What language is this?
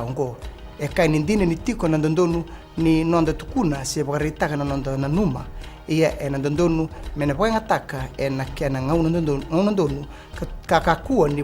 Fijian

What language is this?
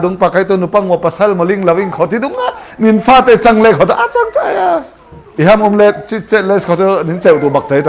Falam Chin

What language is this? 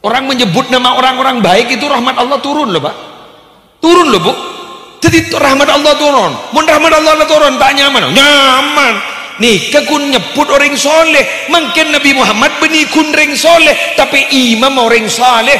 Madurese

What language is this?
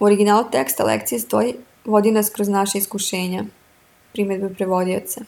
Serbian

